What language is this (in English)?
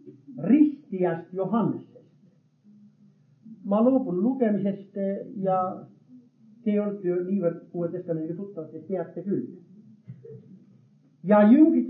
Estonian